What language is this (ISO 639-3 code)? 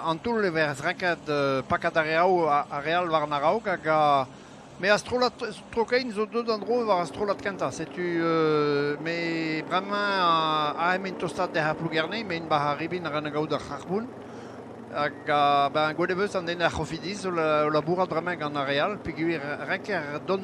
bre